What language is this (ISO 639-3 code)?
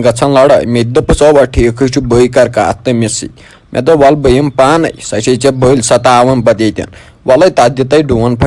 kas